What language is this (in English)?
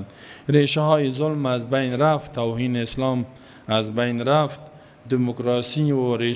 Persian